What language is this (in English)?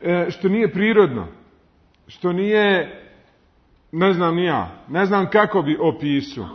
Bosnian